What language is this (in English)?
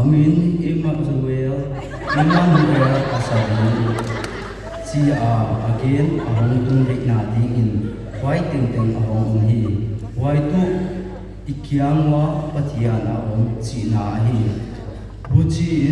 Paite Chin